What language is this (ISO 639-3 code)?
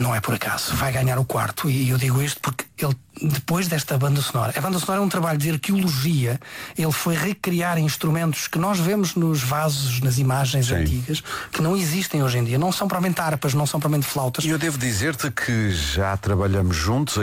por